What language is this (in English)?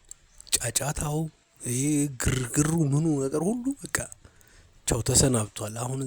Amharic